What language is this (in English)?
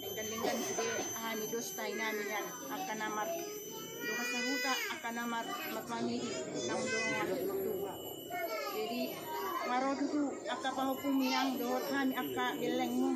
Batak Toba